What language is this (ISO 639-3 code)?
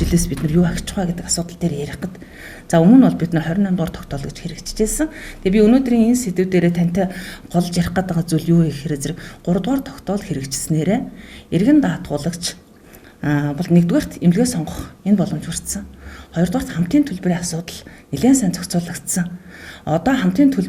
mon